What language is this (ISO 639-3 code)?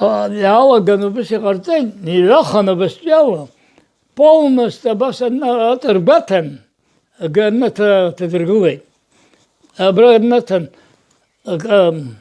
abk